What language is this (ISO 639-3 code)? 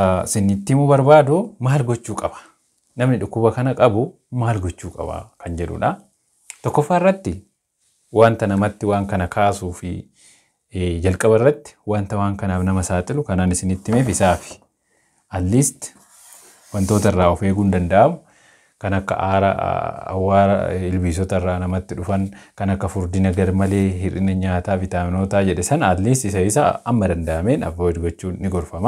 orm